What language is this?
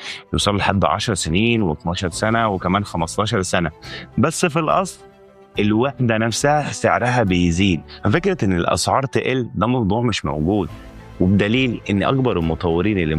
Egyptian Arabic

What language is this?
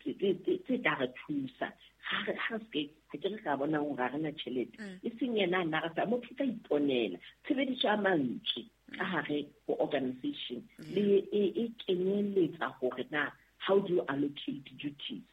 Southern Sotho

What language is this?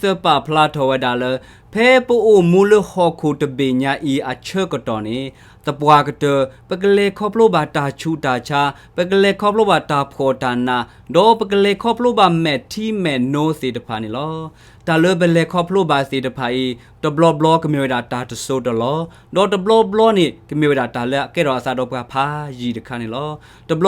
S'gaw Karen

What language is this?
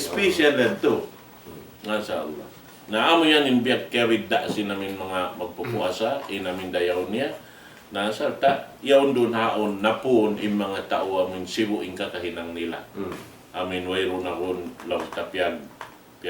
Tausug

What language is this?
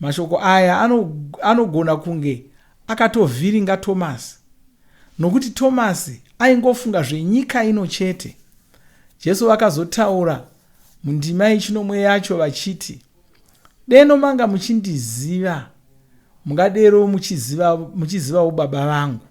Shona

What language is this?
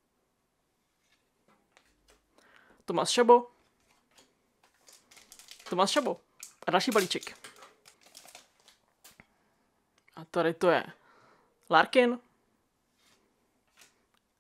Czech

